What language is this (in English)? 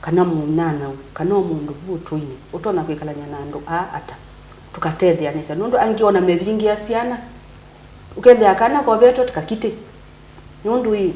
Kamba